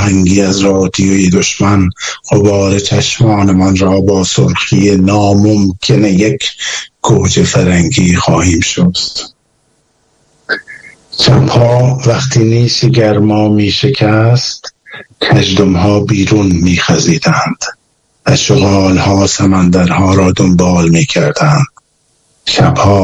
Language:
Persian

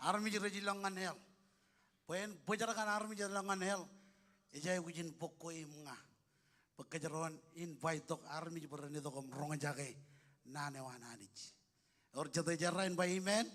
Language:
Marshallese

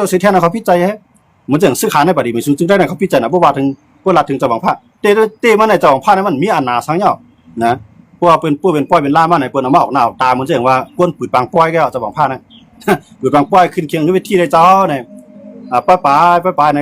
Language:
Shan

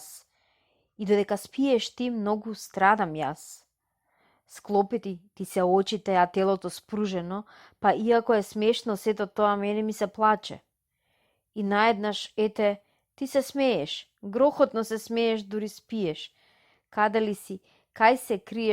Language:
Macedonian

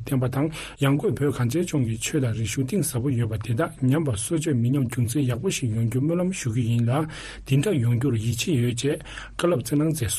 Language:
Tibetan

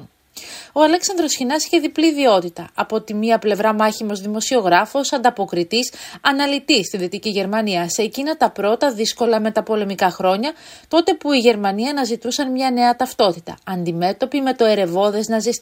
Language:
Greek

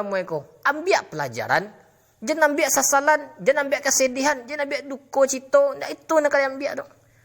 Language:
Minangkabau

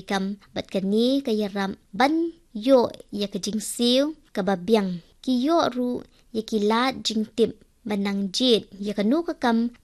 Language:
Khasi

